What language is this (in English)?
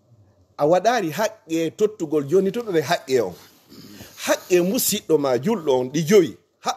Fula